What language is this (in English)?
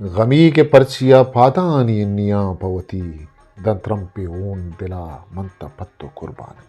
Eastern Balochi